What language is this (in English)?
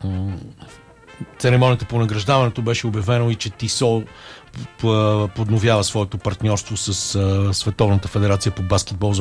Bulgarian